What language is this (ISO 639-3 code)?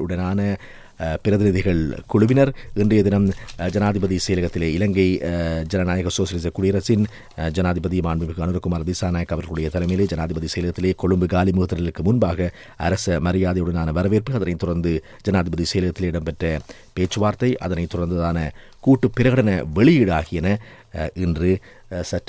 tam